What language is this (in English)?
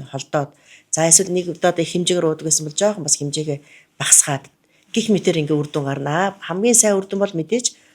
Mongolian